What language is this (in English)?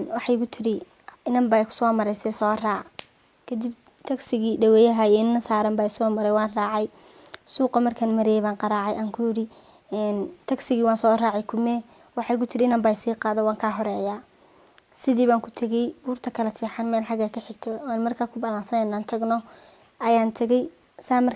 Somali